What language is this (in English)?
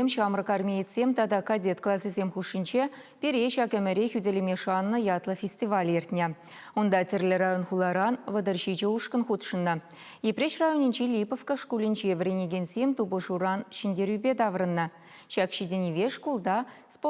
Chuvash